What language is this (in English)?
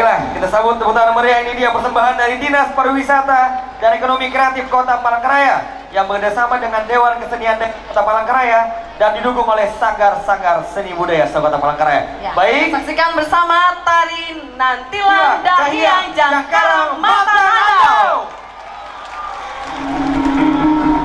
Indonesian